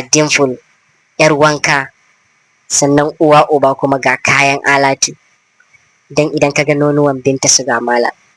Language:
Hausa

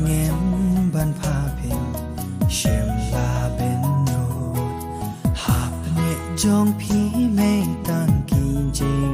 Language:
Khasi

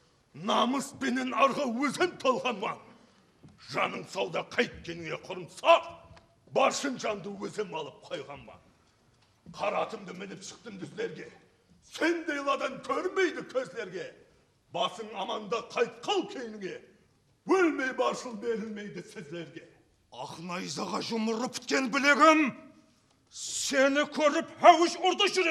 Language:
Kara-Kalpak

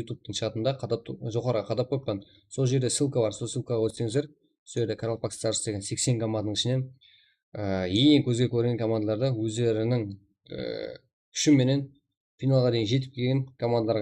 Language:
Kara-Kalpak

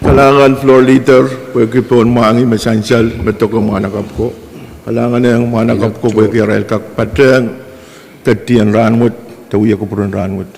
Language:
Pohnpeian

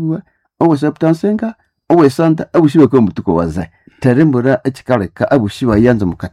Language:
Nande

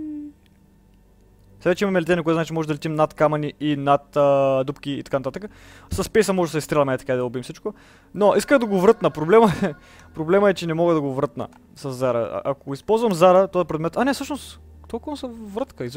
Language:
Bulgarian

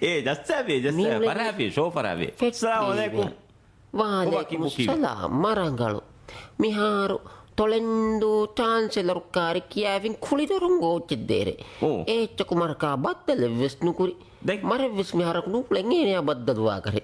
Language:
Divehi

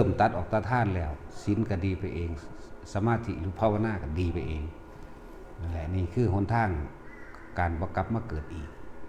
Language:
Northeastern Thai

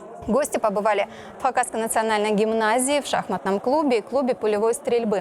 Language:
Khakas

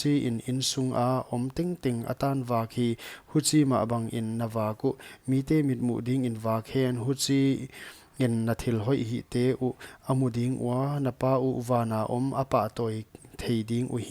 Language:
Paite Chin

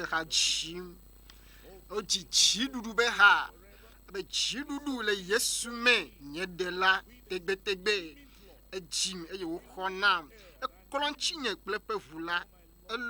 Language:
Ewe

